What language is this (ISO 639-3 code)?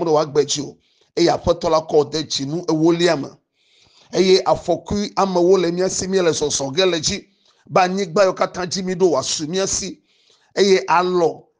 ewe